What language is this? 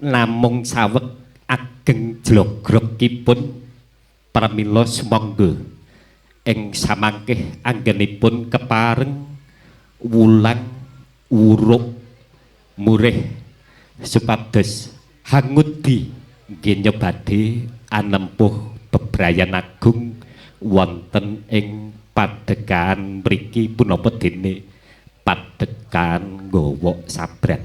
Javanese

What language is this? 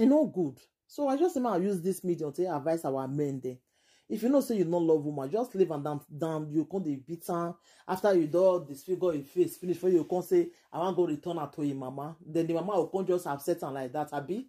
Nigerian Pidgin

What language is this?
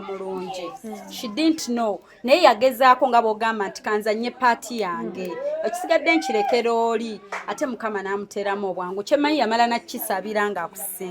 Ganda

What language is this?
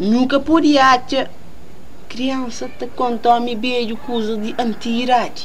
Kabuverdianu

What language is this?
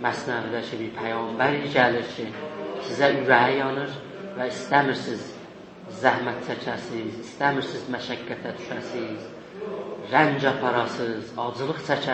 South Azerbaijani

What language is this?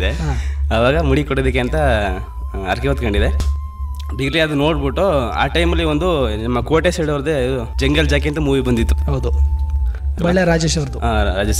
Kannada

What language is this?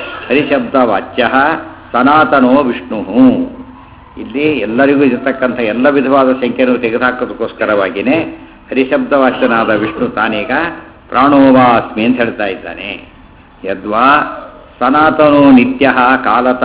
Kannada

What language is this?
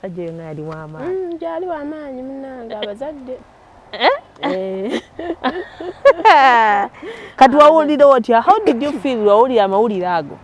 Ganda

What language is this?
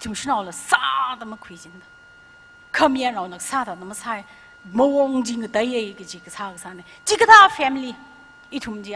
Tangkhul Naga (India)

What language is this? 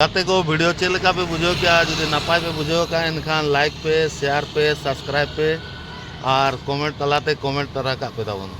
Santali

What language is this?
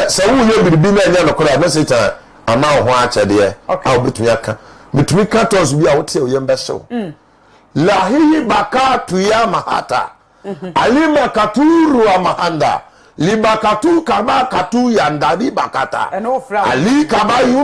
Akan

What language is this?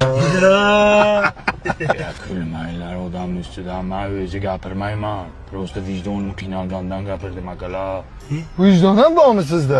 Uzbek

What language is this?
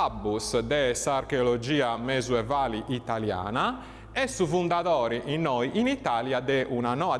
Sardinian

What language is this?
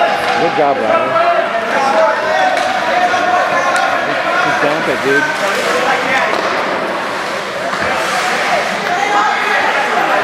English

